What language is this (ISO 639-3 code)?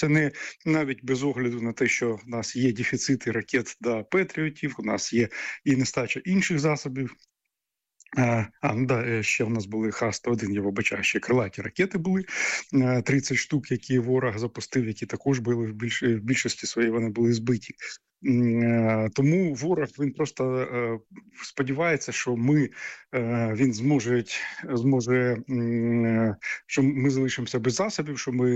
ukr